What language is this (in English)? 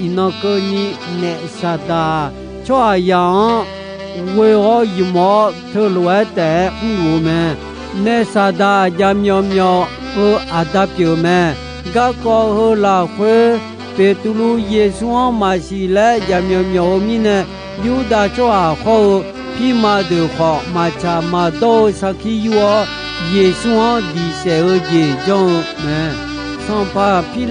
Akha